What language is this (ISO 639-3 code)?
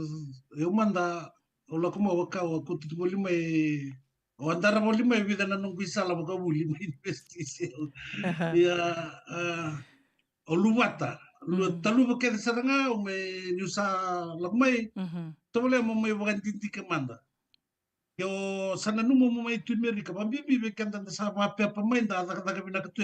fij